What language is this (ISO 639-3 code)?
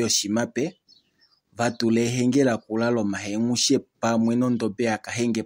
kua